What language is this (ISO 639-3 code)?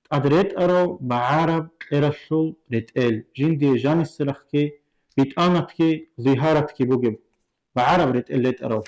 ava